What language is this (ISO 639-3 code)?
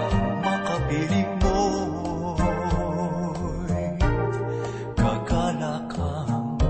fil